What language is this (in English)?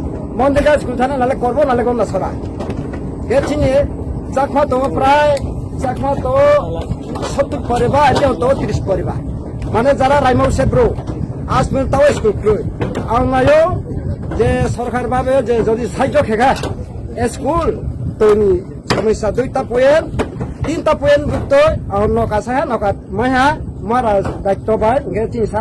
Riang (India)